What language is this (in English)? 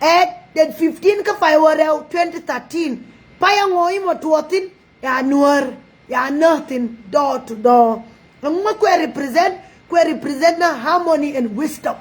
Nuer